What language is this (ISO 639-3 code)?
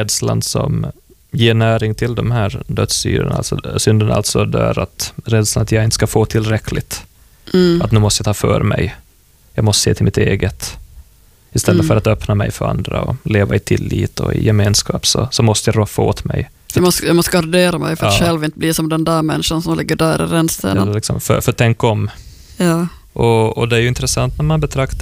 swe